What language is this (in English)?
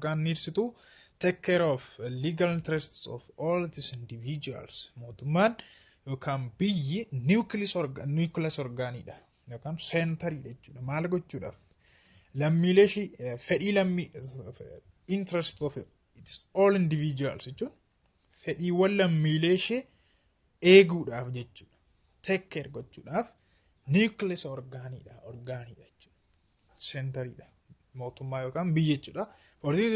Oromo